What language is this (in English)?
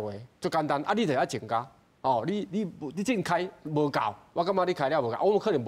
Min Nan Chinese